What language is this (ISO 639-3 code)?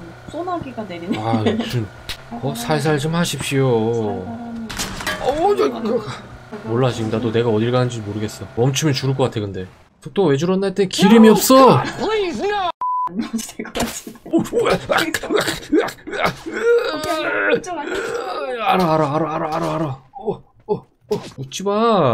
kor